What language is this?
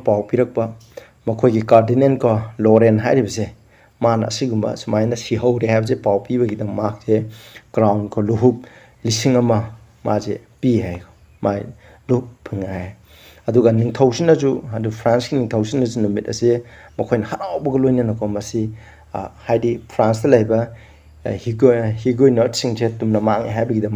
Manipuri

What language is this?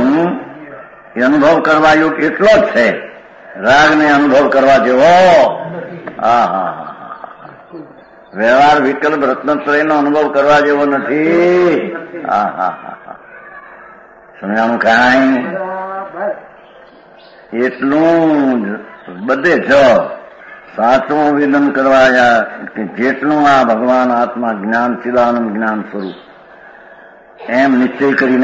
Gujarati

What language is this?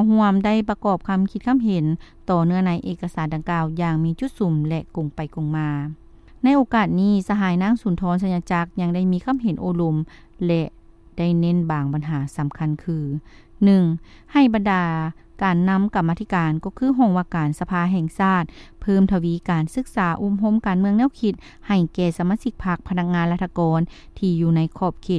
Lao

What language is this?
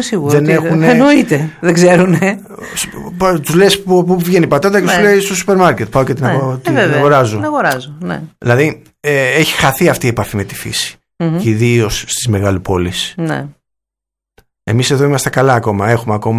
Greek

